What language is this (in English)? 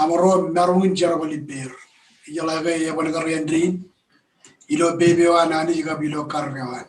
Marshallese